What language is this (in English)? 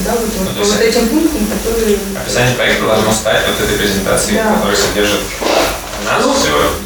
Russian